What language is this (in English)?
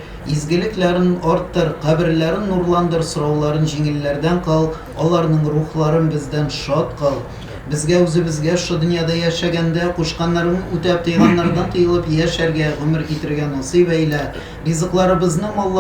Tatar